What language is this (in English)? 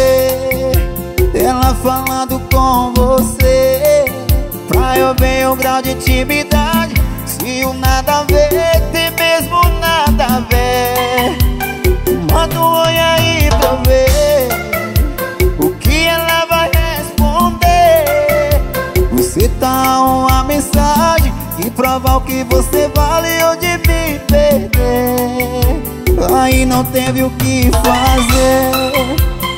Portuguese